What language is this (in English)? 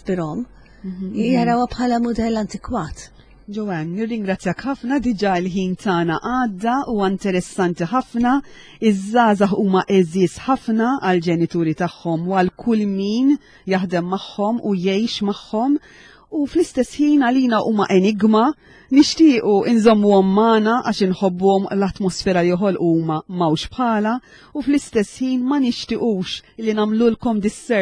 Maltese